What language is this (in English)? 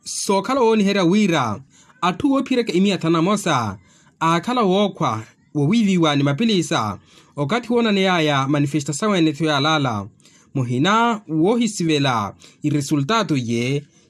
Makhuwa